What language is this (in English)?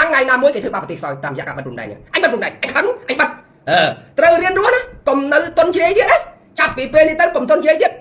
Khmer